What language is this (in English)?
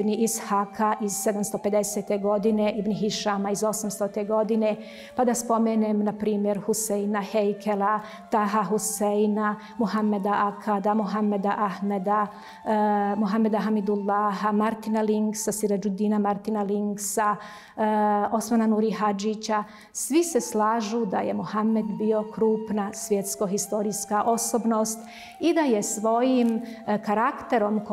Bosnian